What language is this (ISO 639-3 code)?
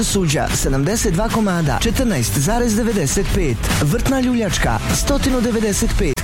bos